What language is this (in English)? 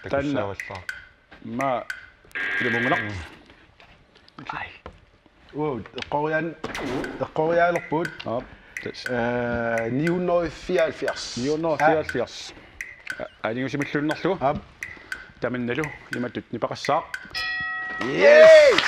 Kalaallisut